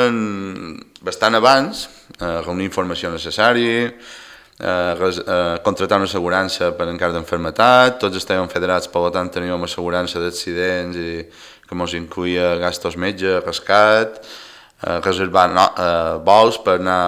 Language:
Catalan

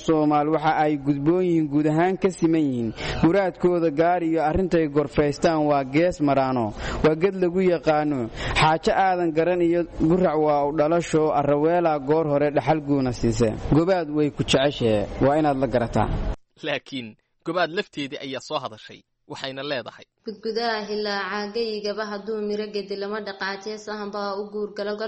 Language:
Somali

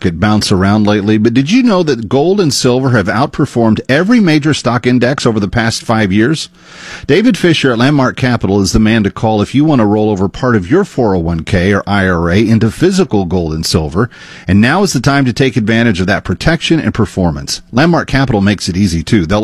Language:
English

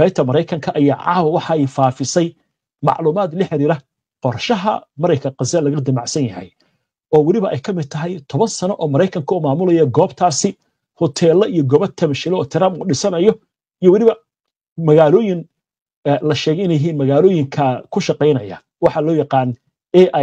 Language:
Somali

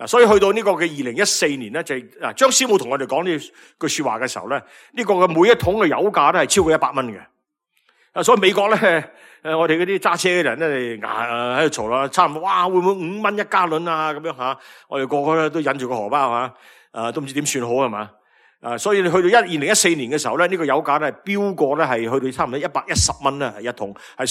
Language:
Cantonese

